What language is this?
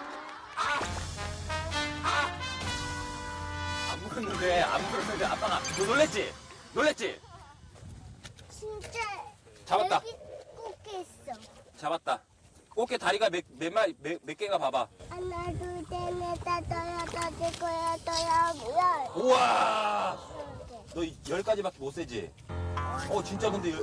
Korean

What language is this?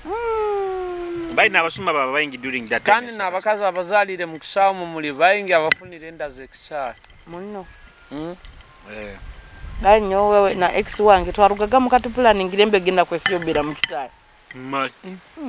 Nyoro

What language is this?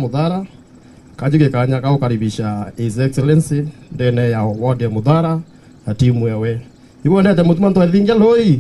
Meru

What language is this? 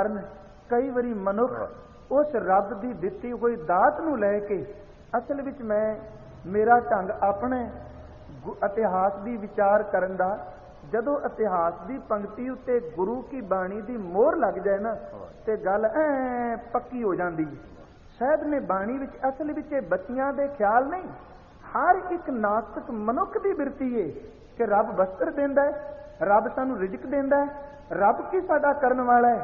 Punjabi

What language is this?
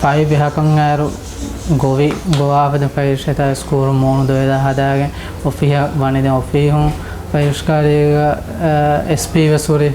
Divehi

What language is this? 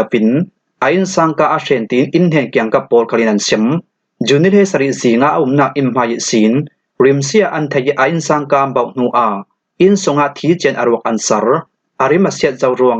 Falam Chin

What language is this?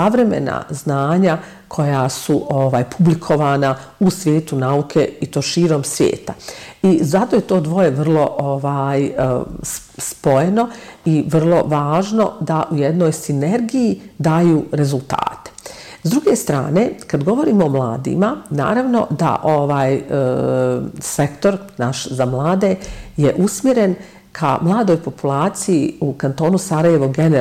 Bosnian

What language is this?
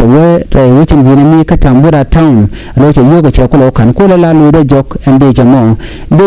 Nuer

